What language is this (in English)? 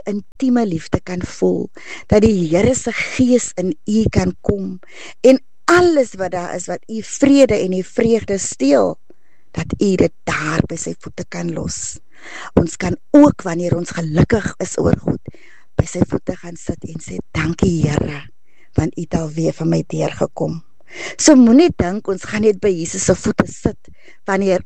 Afrikaans